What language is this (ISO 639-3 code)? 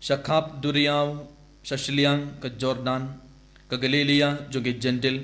kha